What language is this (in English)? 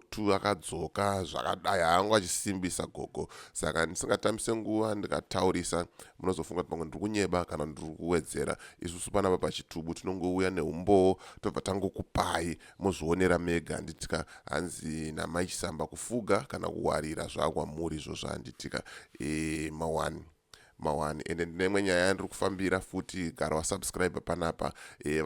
Shona